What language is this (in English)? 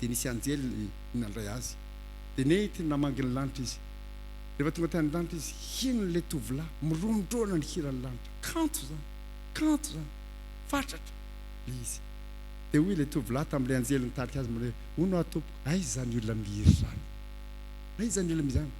Malagasy